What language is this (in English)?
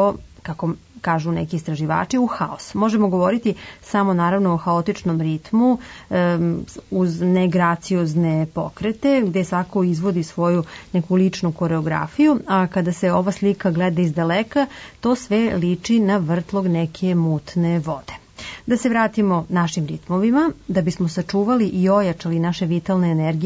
Serbian